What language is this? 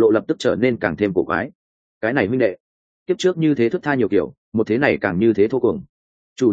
Vietnamese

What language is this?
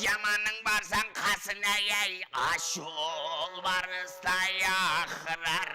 Kara-Kalpak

